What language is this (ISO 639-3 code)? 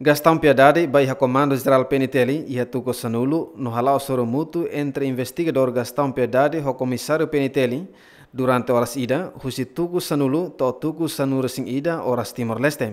tet